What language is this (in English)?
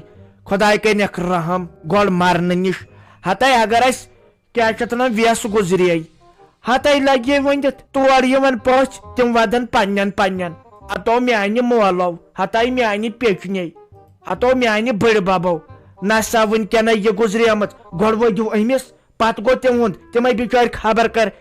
Kashmiri